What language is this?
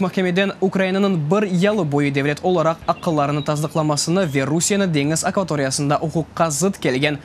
Crimean Tatar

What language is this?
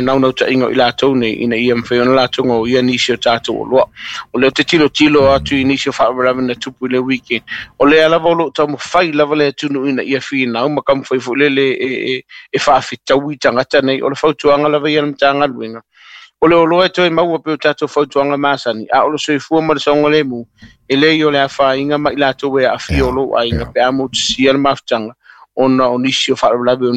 Samoan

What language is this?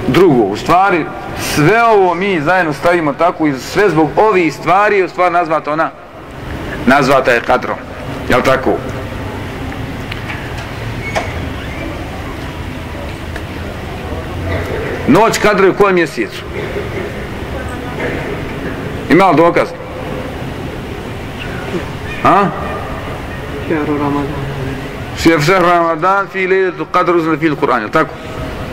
Bosnian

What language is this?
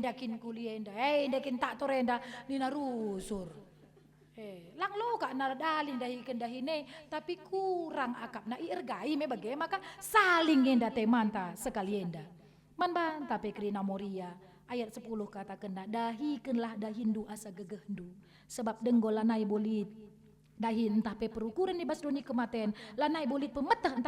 Batak Karo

